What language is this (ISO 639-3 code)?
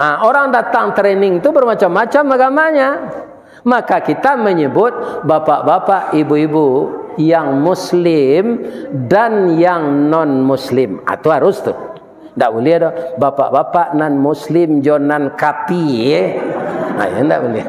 min